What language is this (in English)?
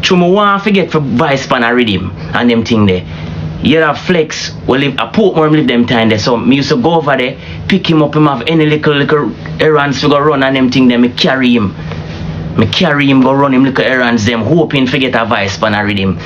Jamaican Creole English